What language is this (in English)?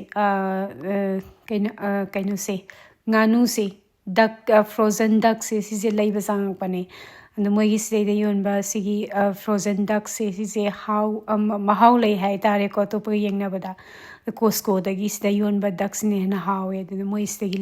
Manipuri